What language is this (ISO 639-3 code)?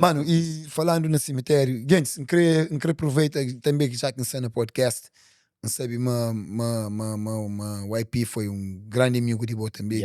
kea